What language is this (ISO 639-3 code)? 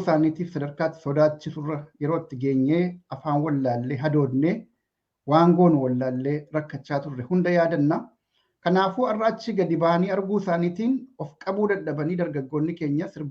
orm